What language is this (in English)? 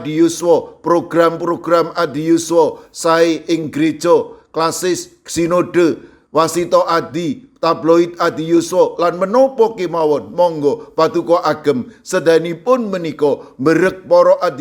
Javanese